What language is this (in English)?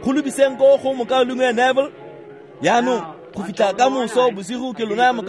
Tswana